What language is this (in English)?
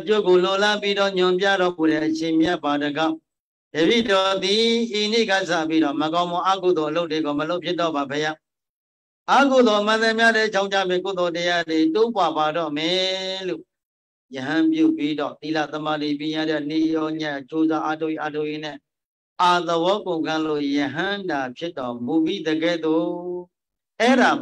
Burmese